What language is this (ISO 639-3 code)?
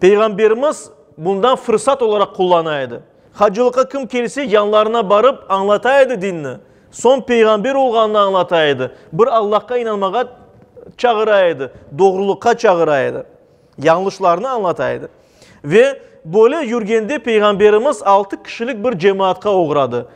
crh